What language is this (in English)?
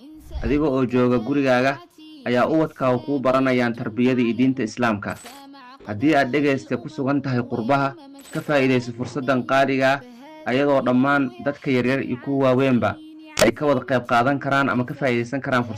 Somali